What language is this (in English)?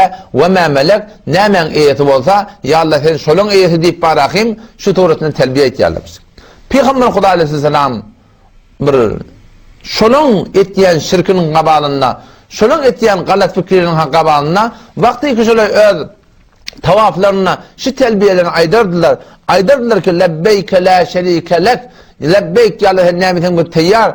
Turkmen